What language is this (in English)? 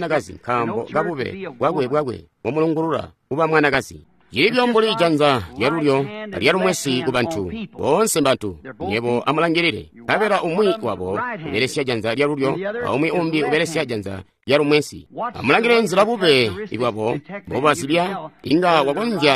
Tonga (Zambia)